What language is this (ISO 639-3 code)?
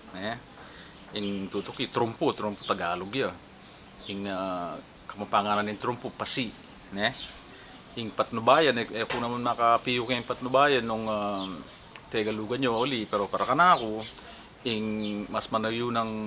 pam